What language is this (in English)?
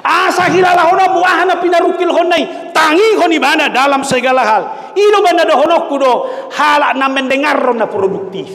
Batak Toba